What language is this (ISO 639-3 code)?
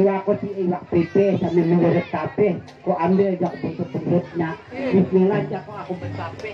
bjn